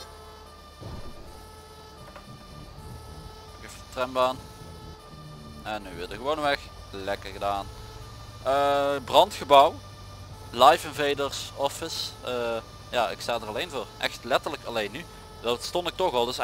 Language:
Dutch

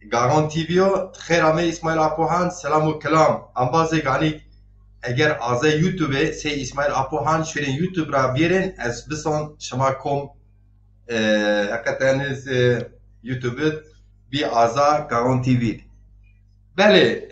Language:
Zaza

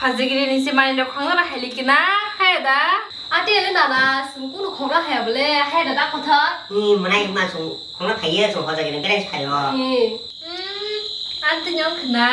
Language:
Kok Borok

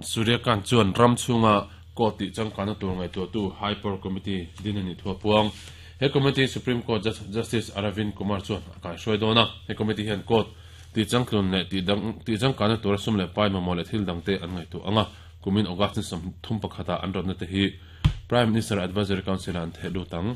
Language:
Mizo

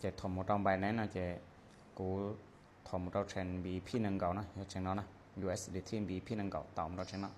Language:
Hmong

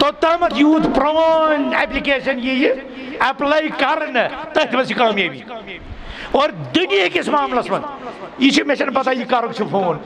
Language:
Kashmiri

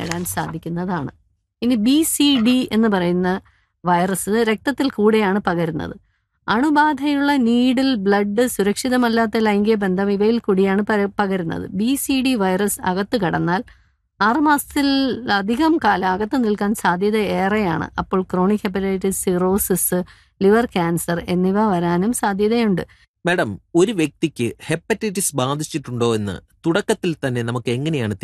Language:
Malayalam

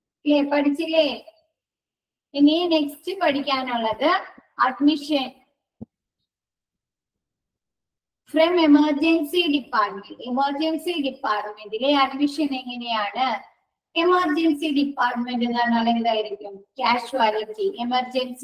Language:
Malayalam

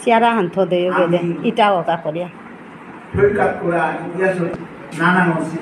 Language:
Bishnupriya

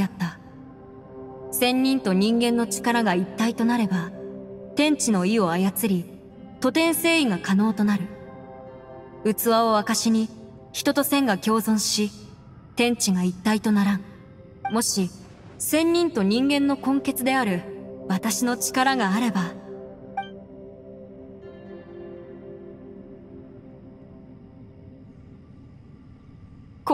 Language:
Japanese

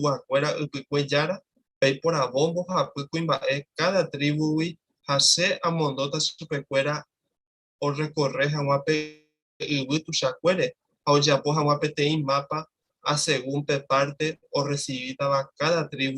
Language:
Guarani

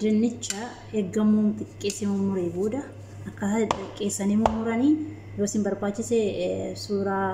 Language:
Oromo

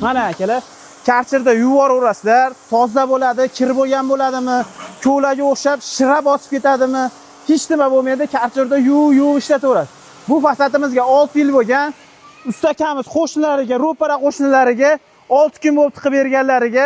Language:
Uzbek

